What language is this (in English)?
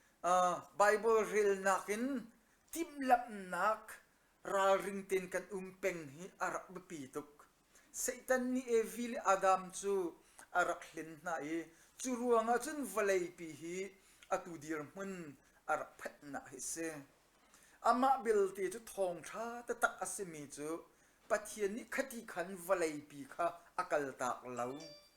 Hakha Chin